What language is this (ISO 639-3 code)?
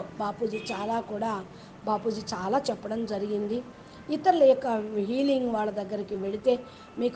tel